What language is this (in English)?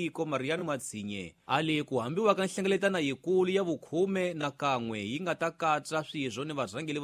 Tsonga